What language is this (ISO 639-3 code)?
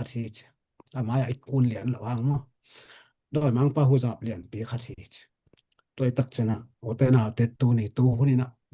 ctd